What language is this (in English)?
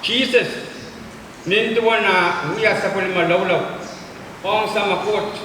Pohnpeian